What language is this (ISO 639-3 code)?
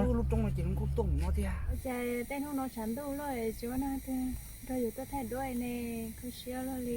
hmn